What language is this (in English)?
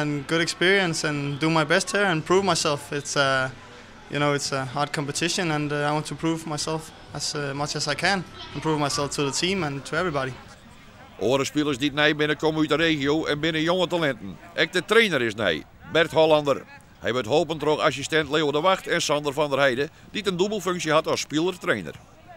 Western Frisian